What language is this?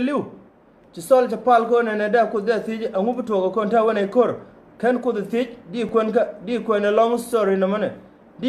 Nuer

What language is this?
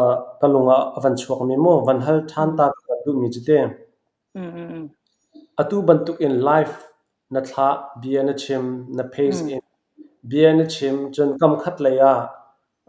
Falam Chin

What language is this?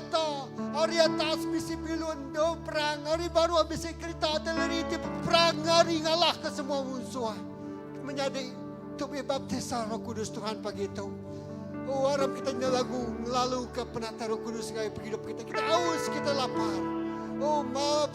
Iban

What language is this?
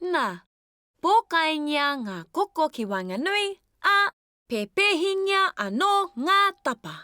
Māori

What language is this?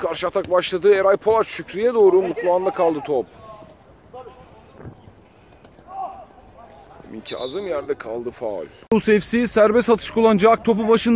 Turkish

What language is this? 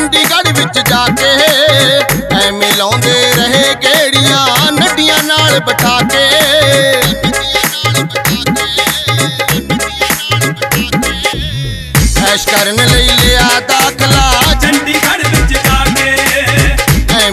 Punjabi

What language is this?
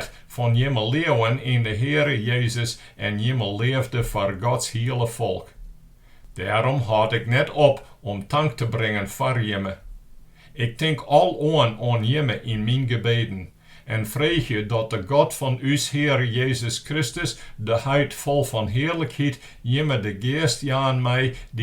Western Frisian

